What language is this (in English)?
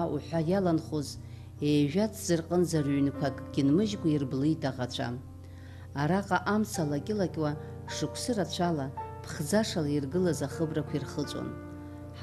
Abkhazian